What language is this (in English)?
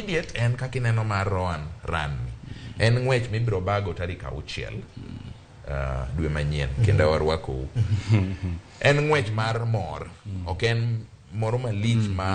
Luo (Kenya and Tanzania)